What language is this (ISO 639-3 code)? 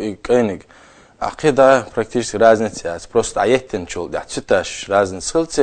che